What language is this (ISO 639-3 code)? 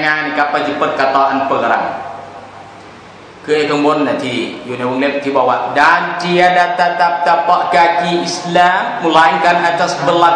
tha